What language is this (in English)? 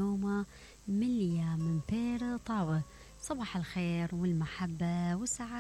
Mesopotamian Arabic